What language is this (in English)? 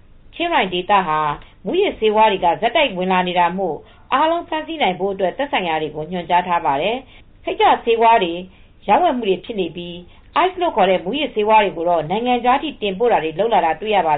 Burmese